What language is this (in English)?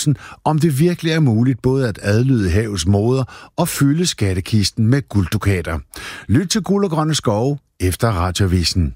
Danish